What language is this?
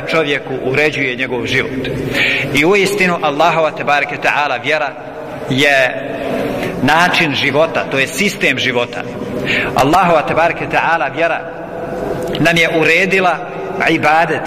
Bosnian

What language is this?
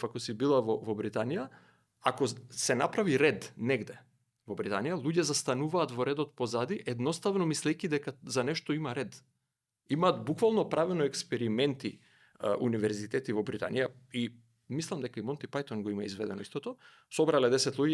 Macedonian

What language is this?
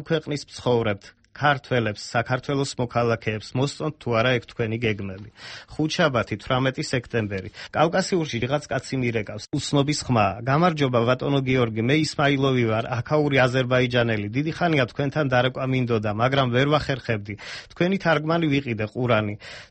Georgian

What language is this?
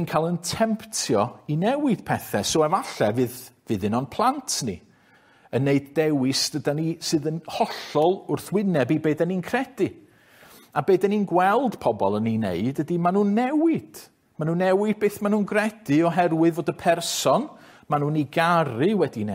Welsh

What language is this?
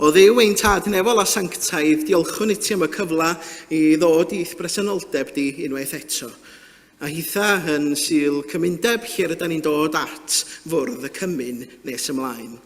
Welsh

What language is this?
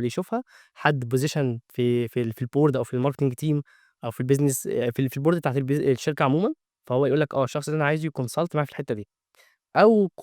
Egyptian Arabic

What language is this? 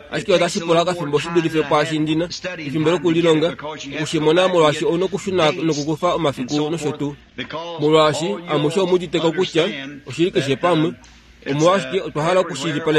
Kuanyama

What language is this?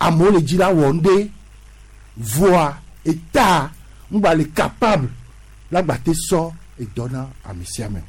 Gen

